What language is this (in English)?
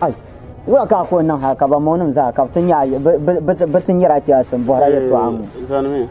Dagbani